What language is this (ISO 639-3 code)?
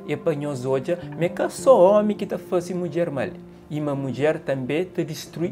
kea